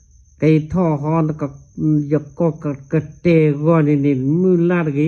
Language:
S'gaw Karen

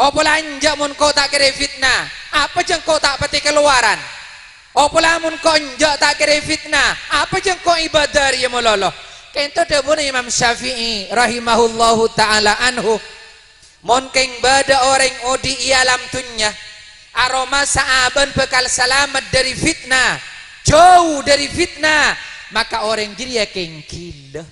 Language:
Madurese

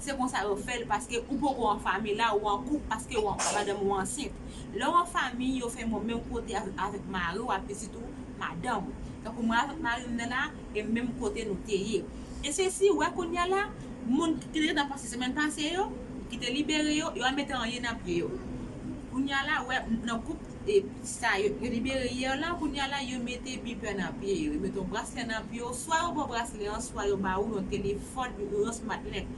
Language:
Haitian Creole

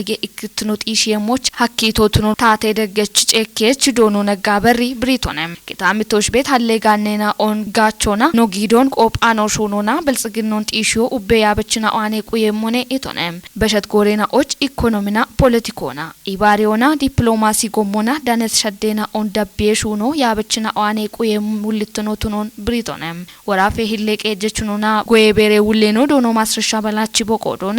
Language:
Kafa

